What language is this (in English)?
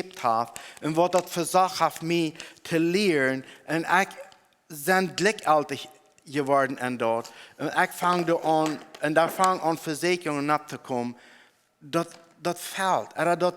Plautdietsch